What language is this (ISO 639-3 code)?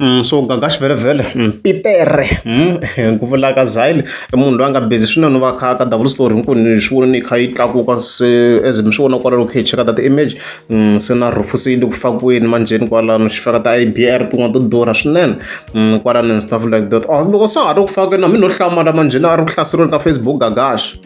tso